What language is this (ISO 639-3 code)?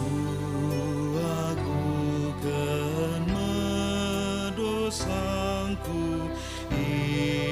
btx